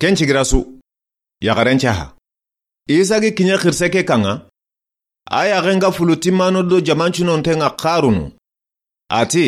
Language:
Soninke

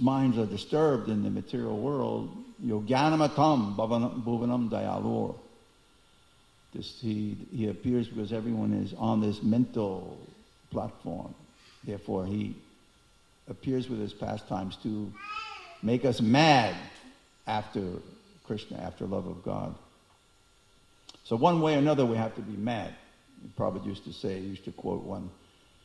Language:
English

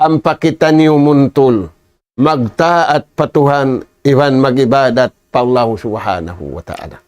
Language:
Tausug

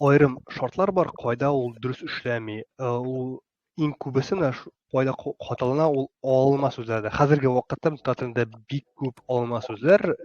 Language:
Tatar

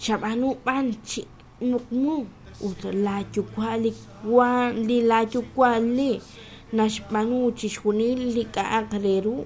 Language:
Kekchí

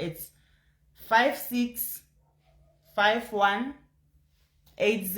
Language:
Southern Sotho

